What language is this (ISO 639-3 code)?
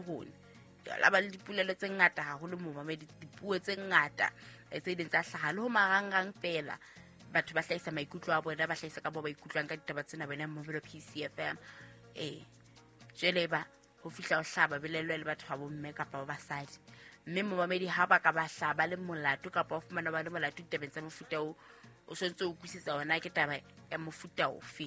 sot